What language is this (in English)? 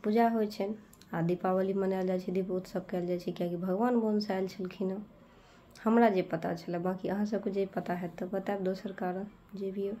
Maithili